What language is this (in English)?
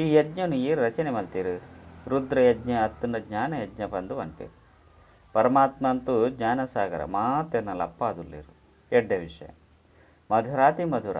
Tulu